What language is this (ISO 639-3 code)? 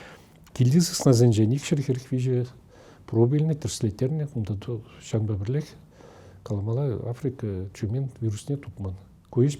chv